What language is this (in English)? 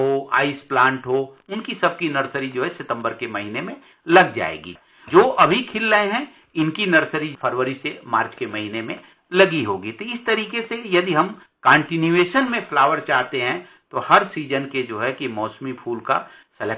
Hindi